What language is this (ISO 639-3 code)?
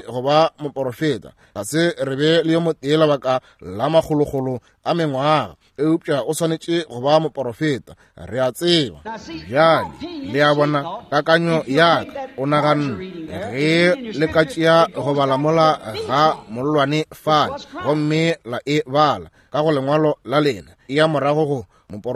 nso